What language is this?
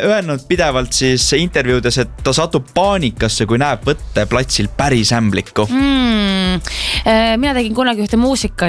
Estonian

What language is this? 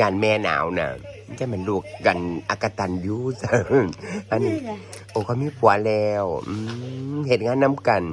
Northeastern Thai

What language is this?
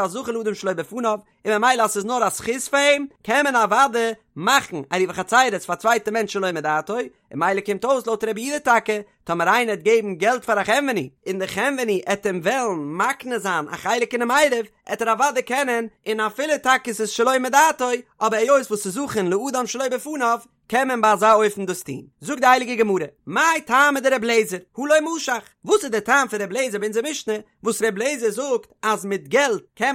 Yiddish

